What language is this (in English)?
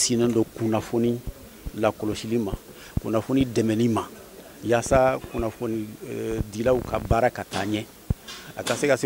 Bambara